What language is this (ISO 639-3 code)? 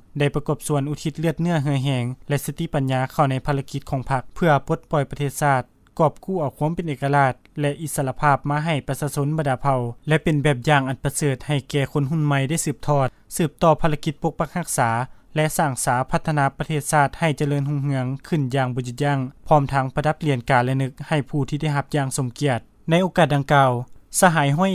lao